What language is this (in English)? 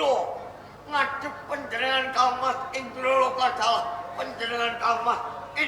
Javanese